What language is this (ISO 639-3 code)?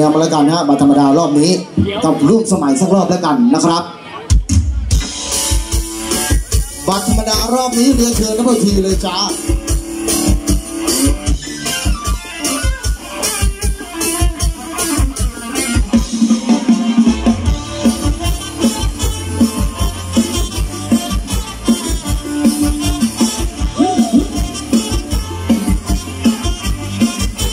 tha